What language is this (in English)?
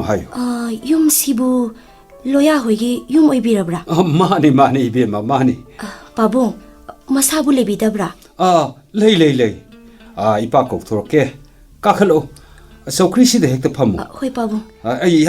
Manipuri